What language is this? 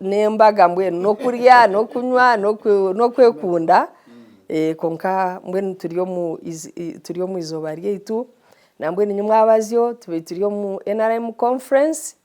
Nyankole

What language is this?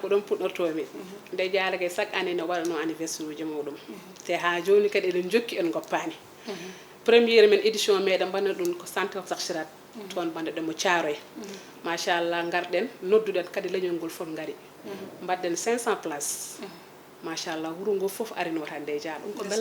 Fula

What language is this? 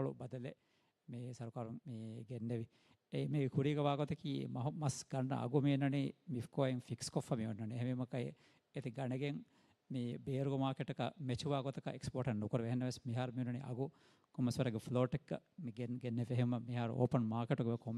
Divehi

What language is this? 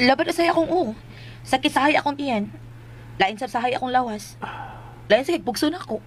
Cebuano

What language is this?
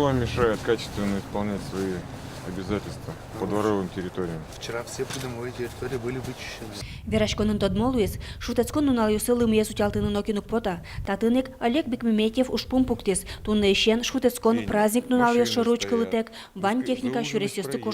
Udmurt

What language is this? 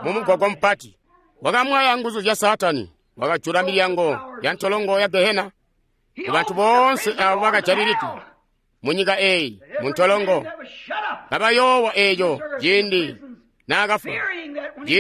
Tonga (Zambia)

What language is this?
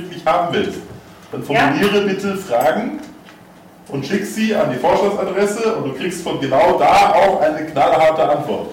German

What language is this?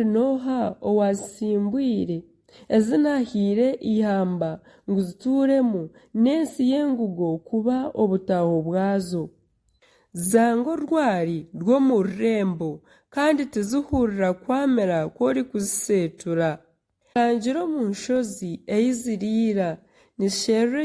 Nyankole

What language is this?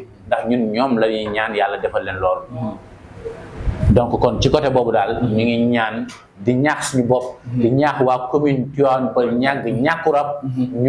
Wolof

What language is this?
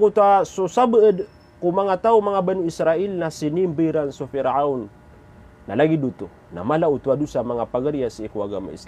Maranao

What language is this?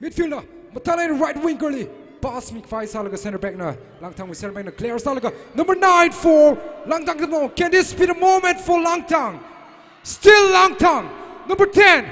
Tangkhul Naga (India)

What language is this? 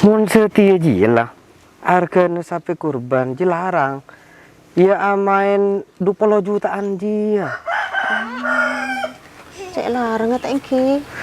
Madurese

